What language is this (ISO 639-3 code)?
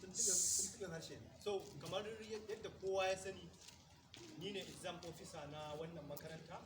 hau